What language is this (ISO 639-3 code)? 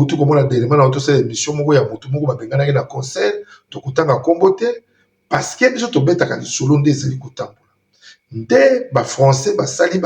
lin